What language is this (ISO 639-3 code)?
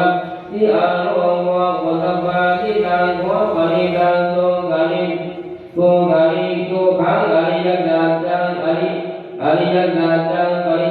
pli